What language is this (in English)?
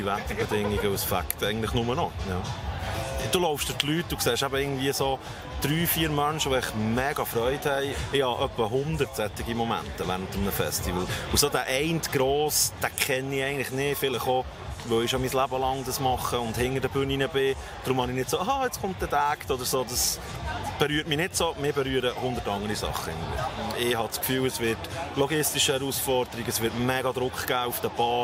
Swiss German